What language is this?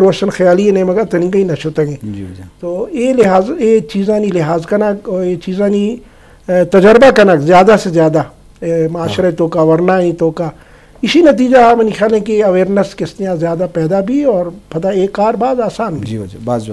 Baluchi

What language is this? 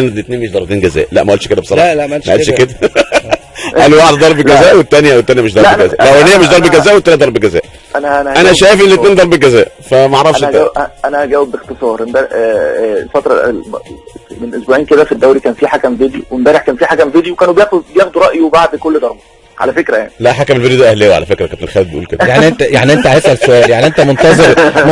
Egyptian Arabic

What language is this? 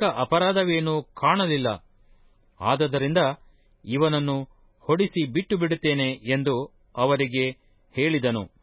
Kannada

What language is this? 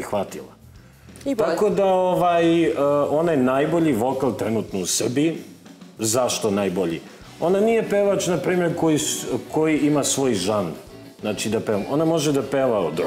Serbian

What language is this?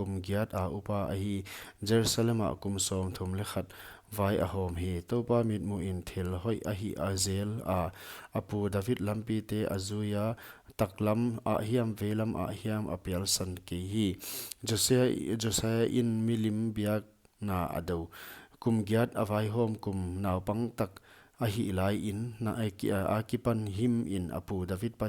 Paite Chin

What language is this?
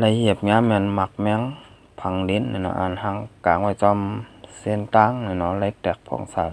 Shan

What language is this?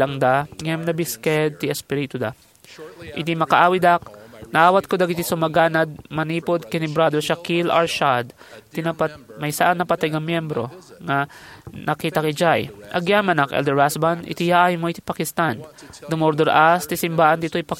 Iloko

